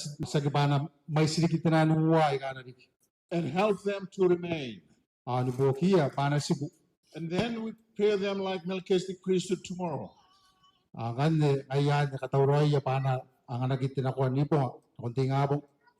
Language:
Gilbertese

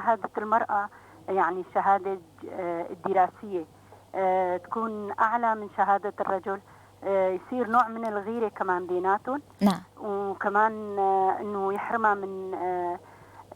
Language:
North Levantine Arabic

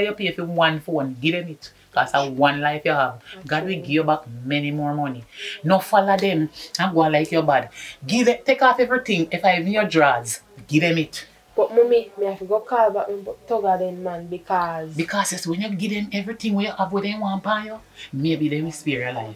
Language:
Jamaican Creole English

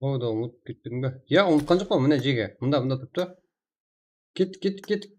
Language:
Kara-Kalpak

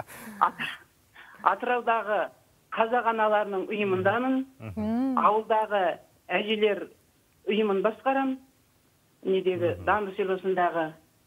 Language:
Kazakh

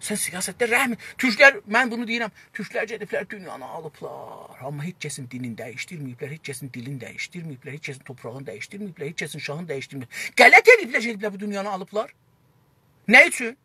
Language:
South Azerbaijani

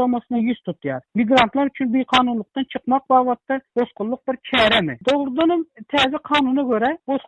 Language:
Turkmen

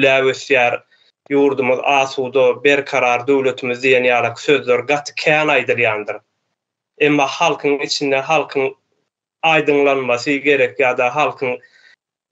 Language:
Turkmen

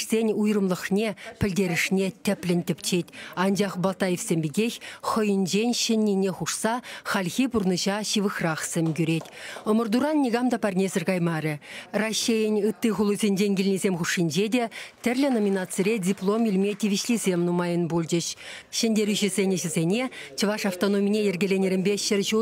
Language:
Chuvash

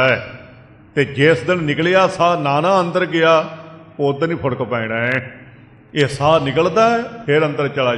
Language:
Punjabi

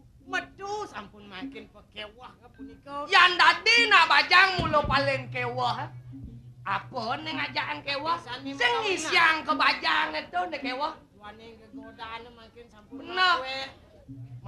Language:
Balinese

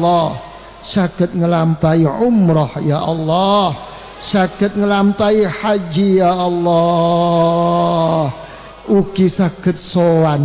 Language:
Javanese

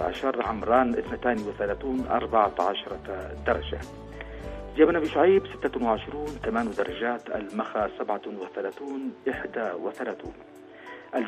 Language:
Arabic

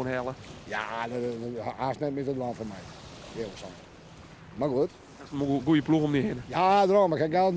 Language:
Western Frisian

